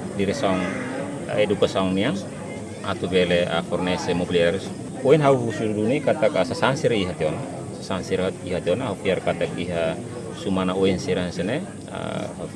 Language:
Tetum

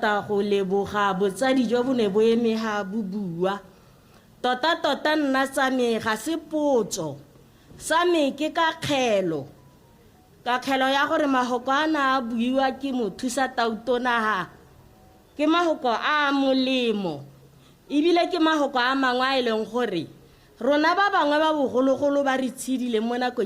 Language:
Tswana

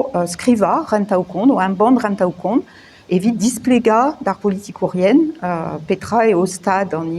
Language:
Breton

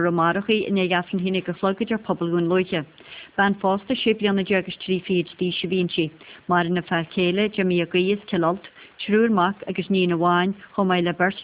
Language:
Irish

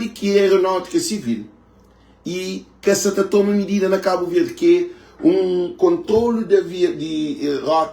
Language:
Kabuverdianu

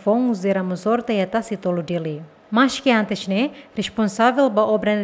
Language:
Tetum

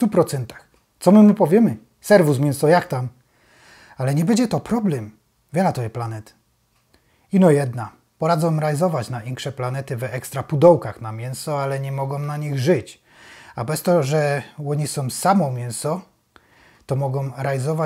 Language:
Silesian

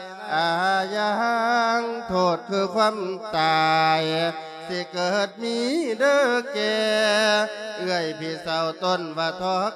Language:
Lao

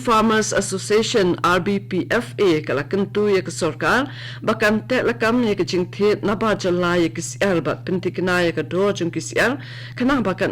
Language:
Khasi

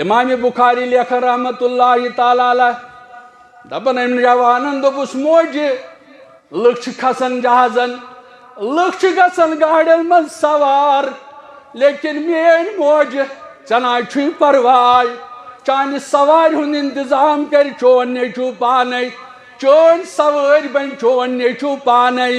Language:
Kashmiri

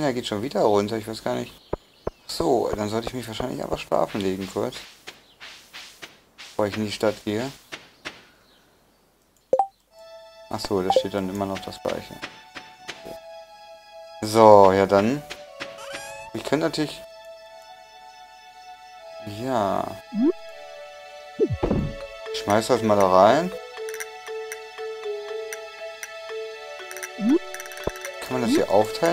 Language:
German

